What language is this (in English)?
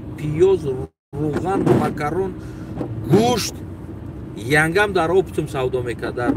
Tajik